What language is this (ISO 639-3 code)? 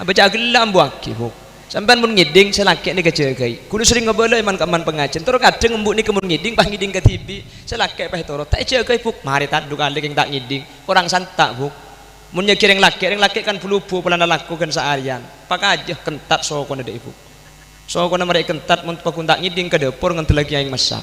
mad